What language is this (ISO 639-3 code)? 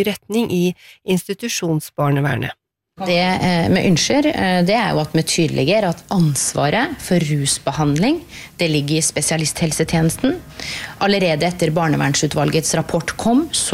nor